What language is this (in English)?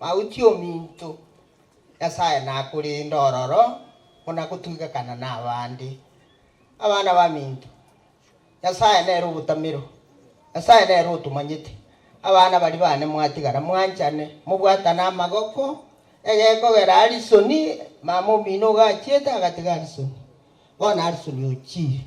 Gusii